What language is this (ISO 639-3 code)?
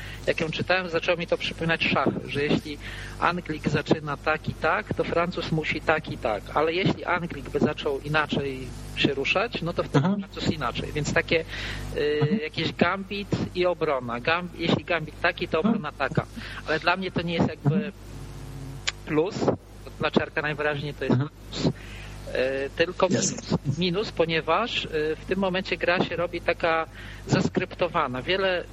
pol